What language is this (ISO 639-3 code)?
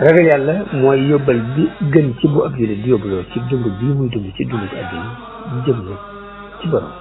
wol